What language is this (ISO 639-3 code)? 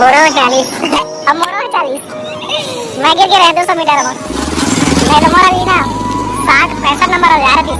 hne